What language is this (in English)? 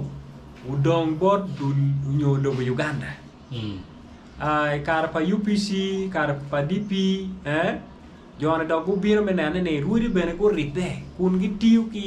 Acoli